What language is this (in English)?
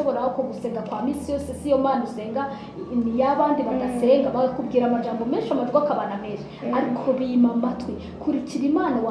Rundi